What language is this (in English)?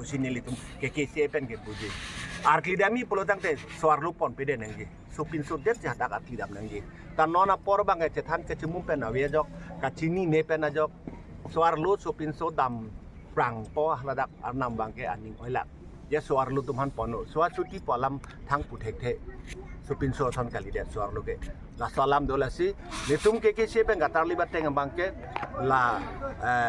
Karbi